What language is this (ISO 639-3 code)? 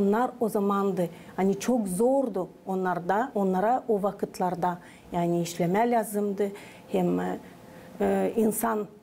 gag